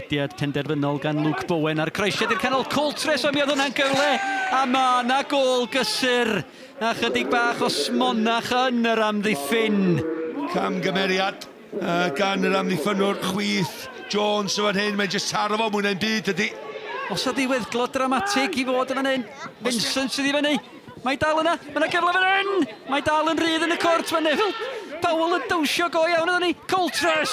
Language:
Welsh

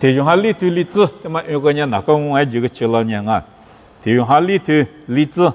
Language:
Lisu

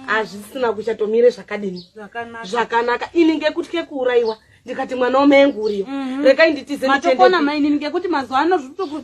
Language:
Shona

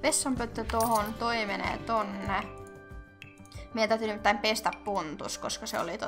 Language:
Finnish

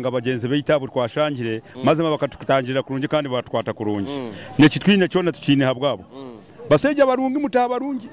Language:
Nyoro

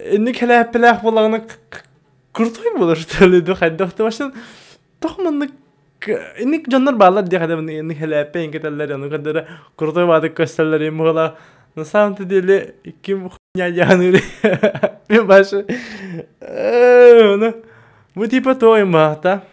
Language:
Yakut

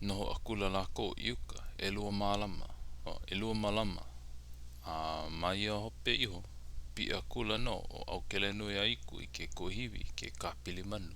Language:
Hawaiian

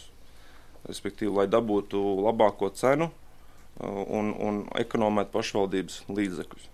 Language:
Latvian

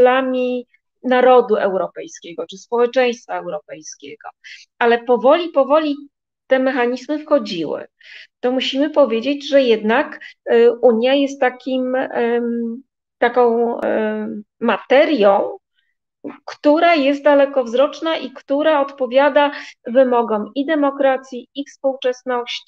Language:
Polish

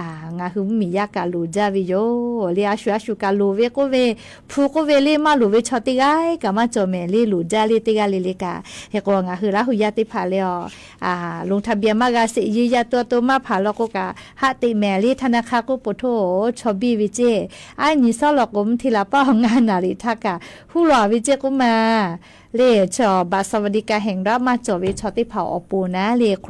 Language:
Lahu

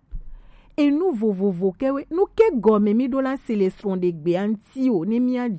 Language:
Gen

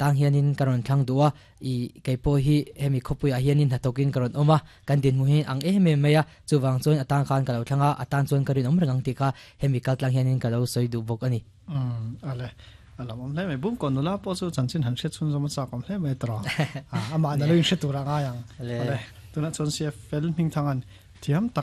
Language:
Mizo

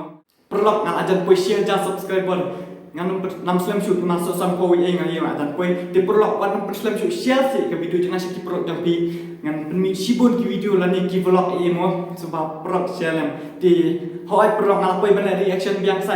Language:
Khasi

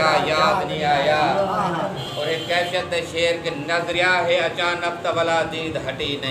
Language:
Saraiki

